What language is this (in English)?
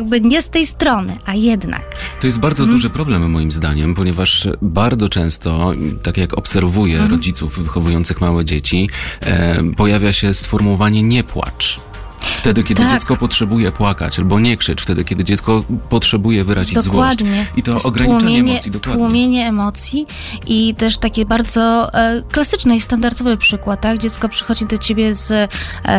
Polish